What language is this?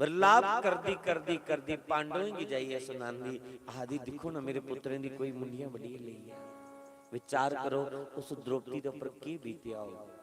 Dogri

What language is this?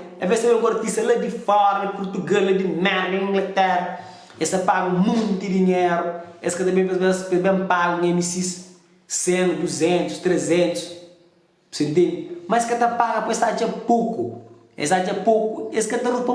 Kabuverdianu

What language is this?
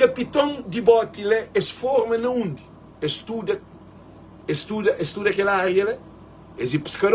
Kabuverdianu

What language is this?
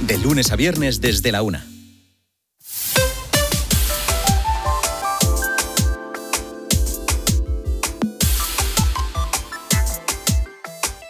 Spanish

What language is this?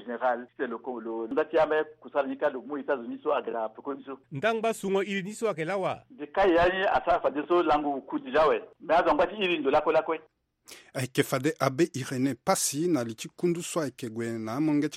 Sango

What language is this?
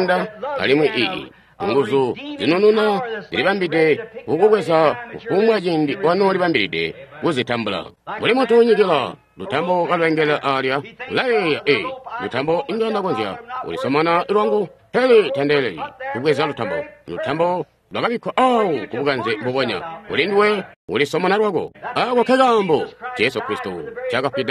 Tonga (Zambia)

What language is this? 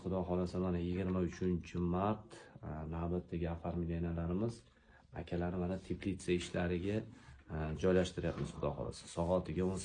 Uzbek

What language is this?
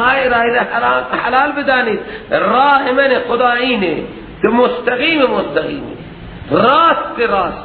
Persian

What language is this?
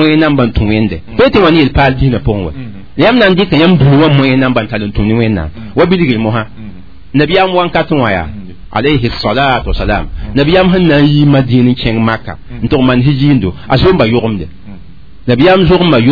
Mossi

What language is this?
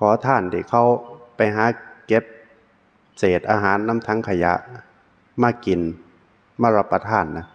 Northeastern Thai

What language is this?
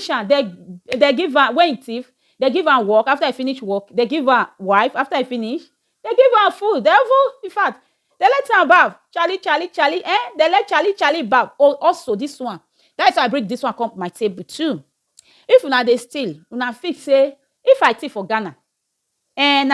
Nigerian Pidgin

